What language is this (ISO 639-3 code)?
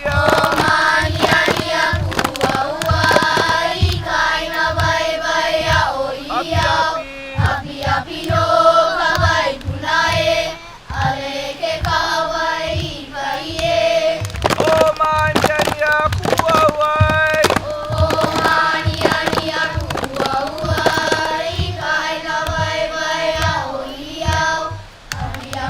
haw